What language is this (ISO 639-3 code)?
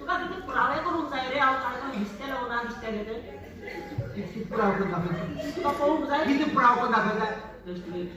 kok